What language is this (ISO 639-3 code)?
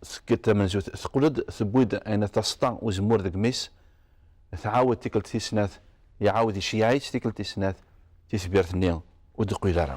kab